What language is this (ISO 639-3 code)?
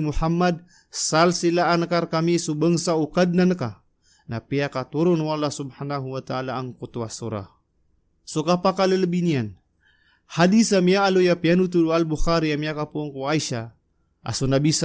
mrw